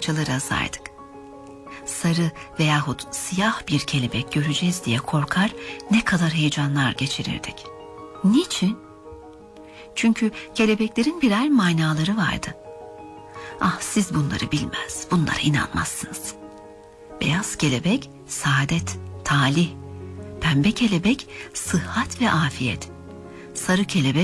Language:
Turkish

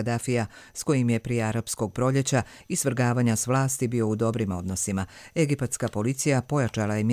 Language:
Croatian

